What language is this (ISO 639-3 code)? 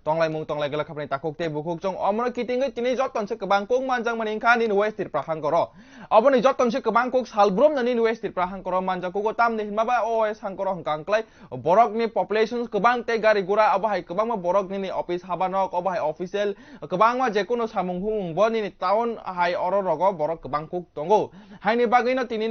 trp